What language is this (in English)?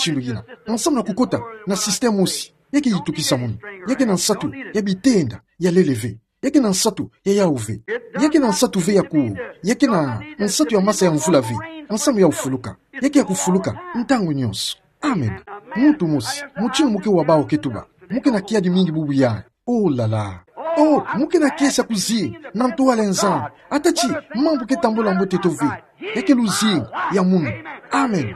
Kituba (Democratic Republic of Congo)